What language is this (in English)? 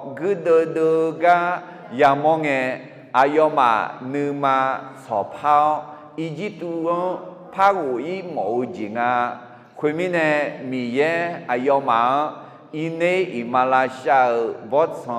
Akha